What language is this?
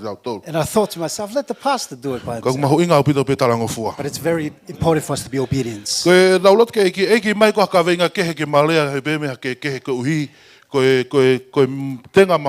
Tongan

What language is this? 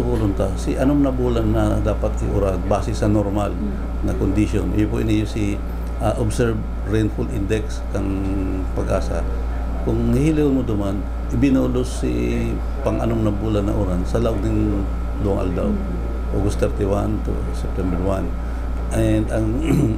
Bikol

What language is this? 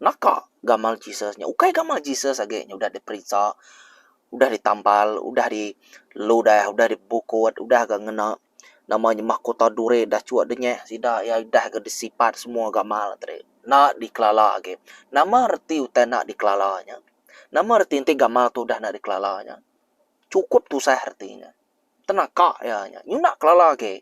Iban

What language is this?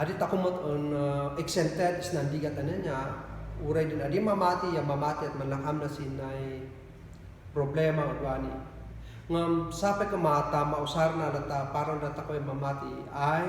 Kankanaey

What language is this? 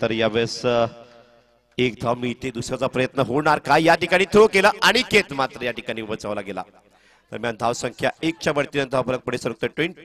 Marathi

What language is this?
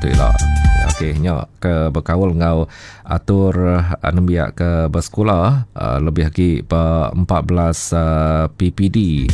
Iban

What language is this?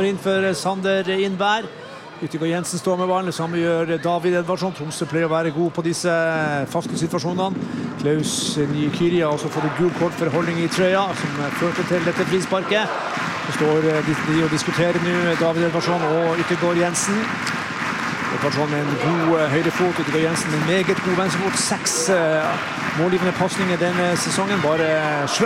Norwegian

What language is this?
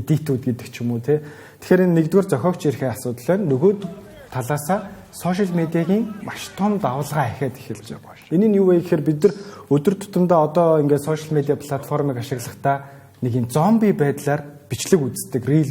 Mongolian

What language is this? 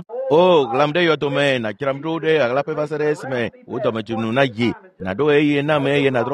Ewe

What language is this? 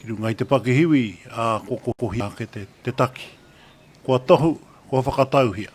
Māori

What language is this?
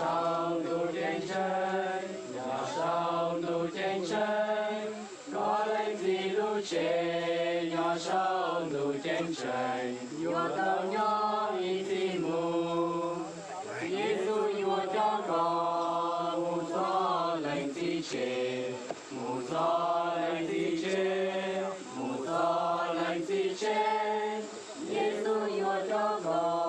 Hmong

